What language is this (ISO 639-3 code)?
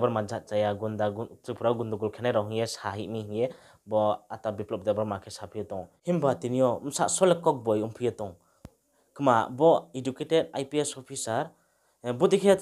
ria